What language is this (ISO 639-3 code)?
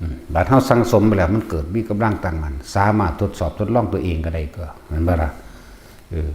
tts